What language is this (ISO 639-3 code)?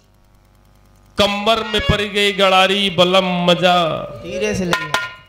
bho